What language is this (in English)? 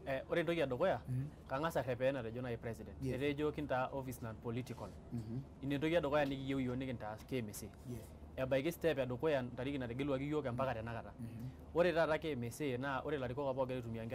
Masai